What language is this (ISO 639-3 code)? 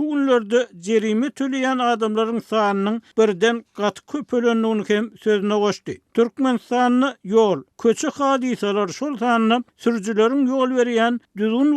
tuk